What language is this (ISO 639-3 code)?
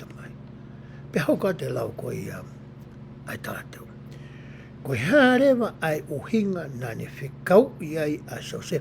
ton